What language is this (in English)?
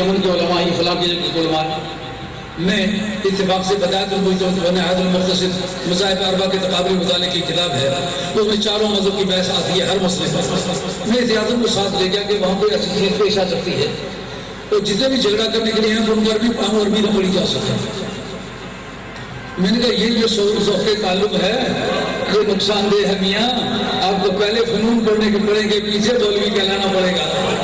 Urdu